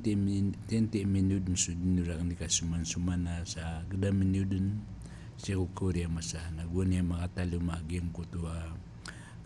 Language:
Maranao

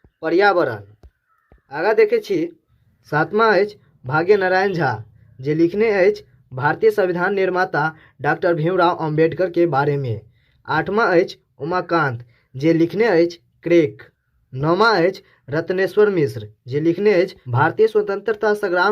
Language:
Maithili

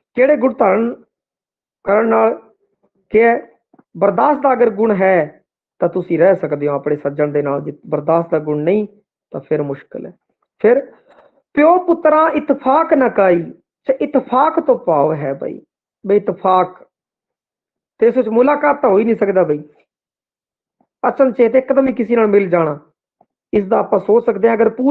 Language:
Punjabi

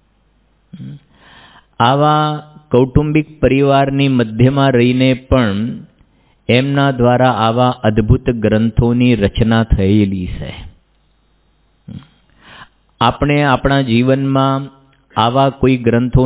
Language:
Gujarati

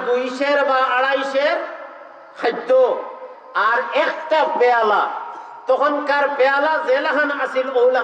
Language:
Sylheti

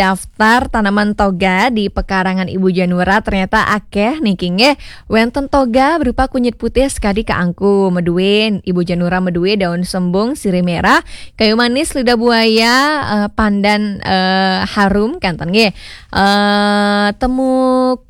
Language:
Balinese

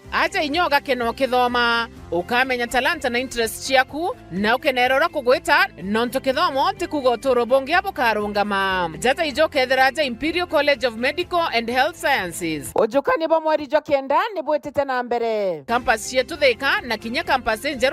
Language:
Meru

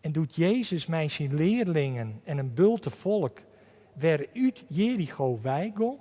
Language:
Western Frisian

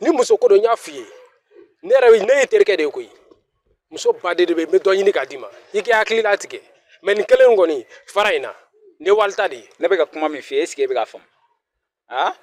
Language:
Bambara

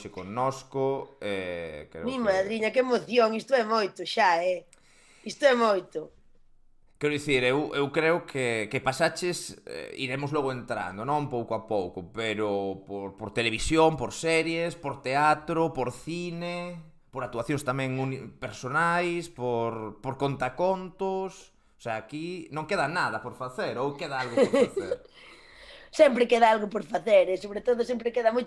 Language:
Galician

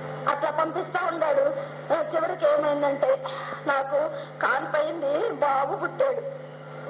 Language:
Telugu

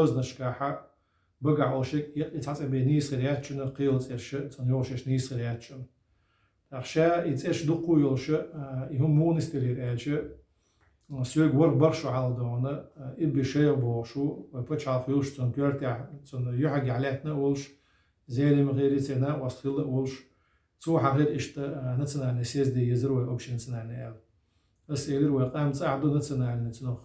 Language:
Chechen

